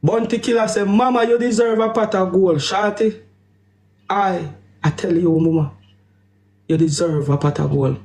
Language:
Jamaican Creole English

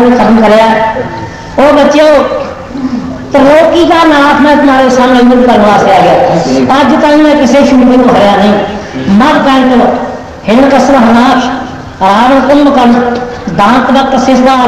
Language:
Punjabi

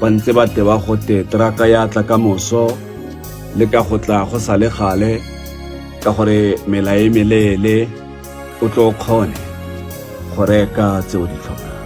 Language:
Tswana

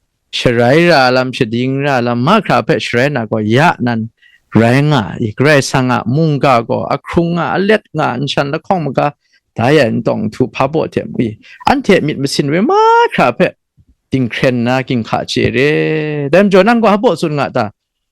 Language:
Kachin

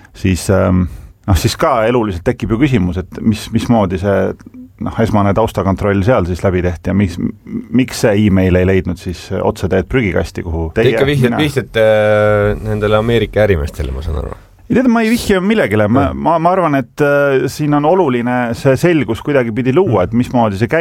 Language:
Estonian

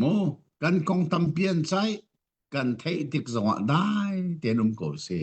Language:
Hakha Chin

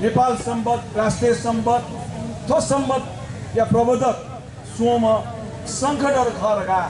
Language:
Newari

